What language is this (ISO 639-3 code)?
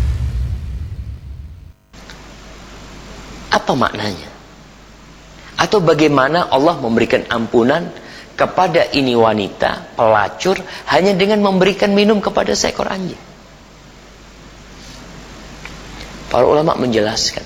ind